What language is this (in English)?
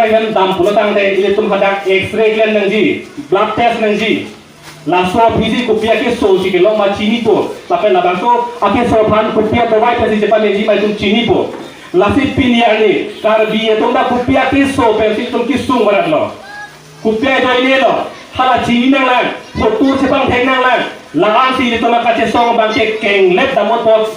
Karbi